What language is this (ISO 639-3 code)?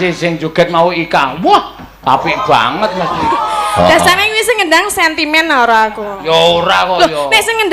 jav